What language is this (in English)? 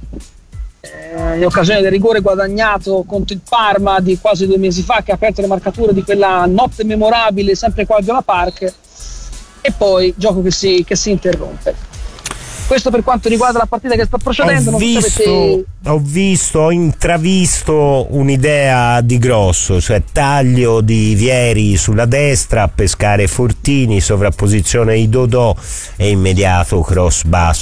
Italian